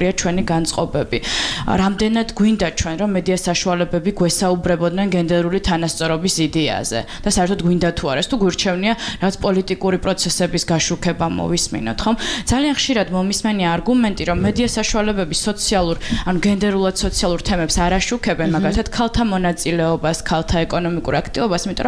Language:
Georgian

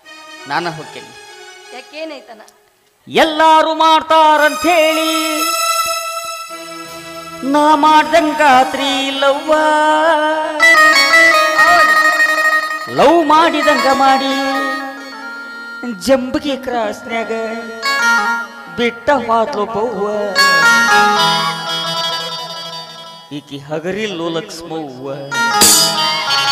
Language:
Kannada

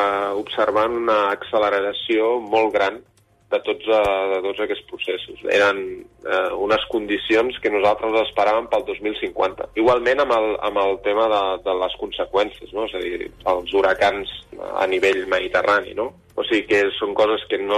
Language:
Catalan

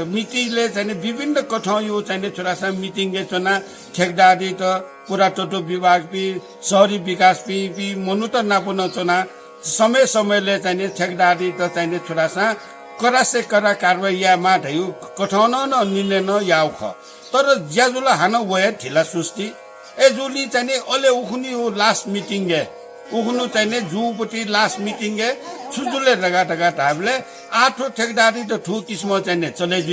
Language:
Newari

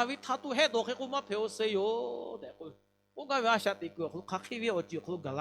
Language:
Lahu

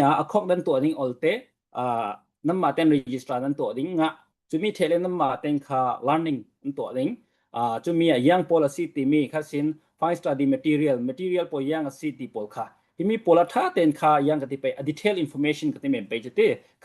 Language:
Falam Chin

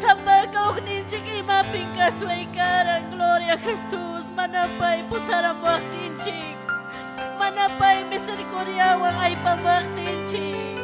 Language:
Ayacucho Quechua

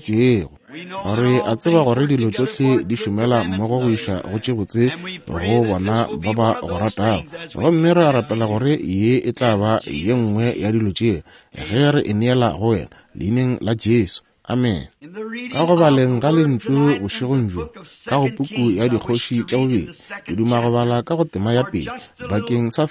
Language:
Northern Sotho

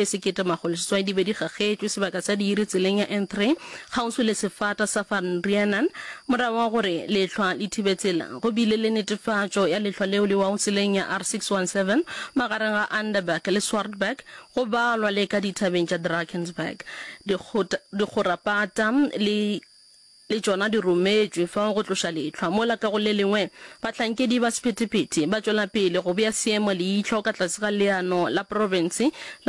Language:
Northern Sotho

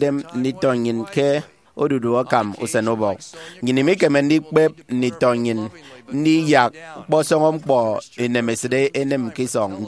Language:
Efik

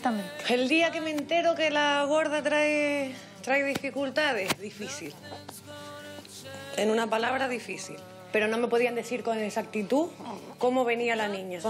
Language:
Spanish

